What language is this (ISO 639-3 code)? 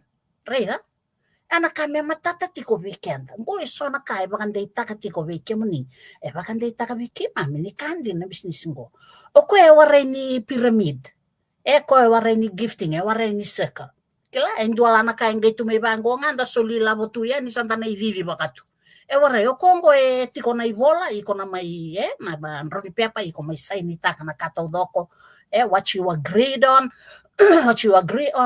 fij